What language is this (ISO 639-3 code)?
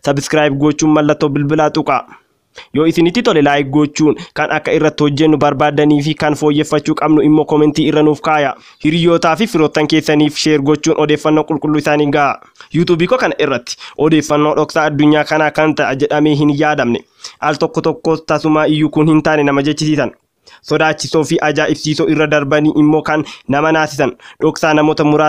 orm